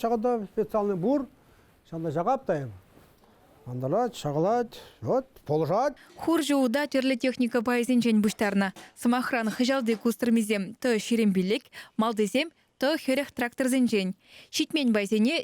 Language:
Chuvash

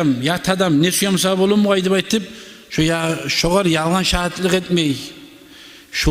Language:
Kumyk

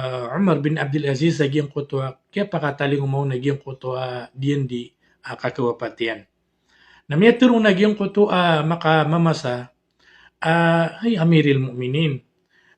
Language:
Maranao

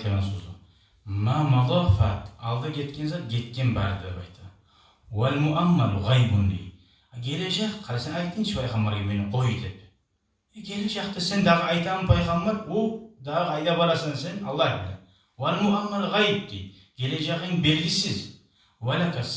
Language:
Kumyk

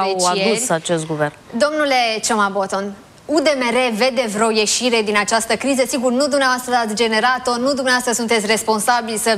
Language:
Romanian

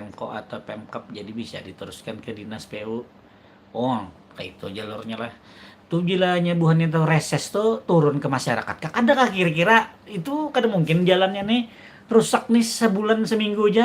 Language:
Banjar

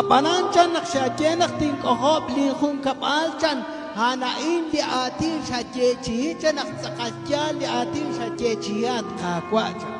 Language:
Kekchí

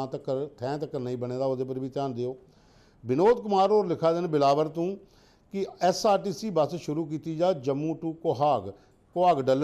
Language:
Dogri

